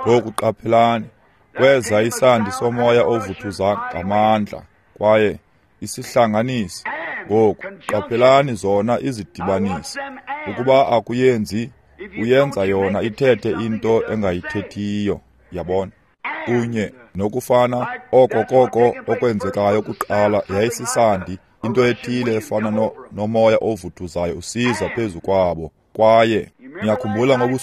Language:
Xhosa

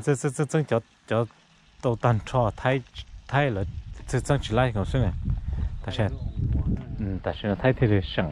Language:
Hmong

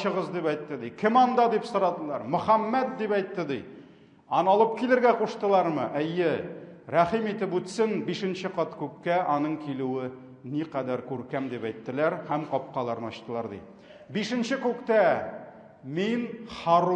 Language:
Tatar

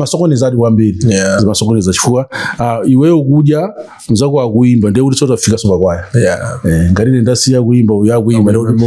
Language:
Nyanja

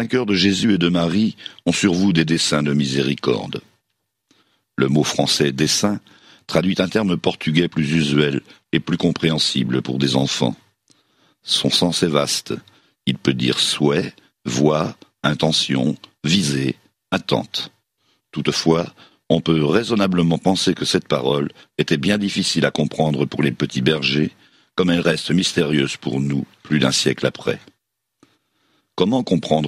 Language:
French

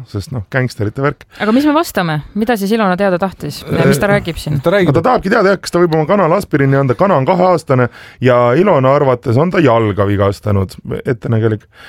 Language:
Estonian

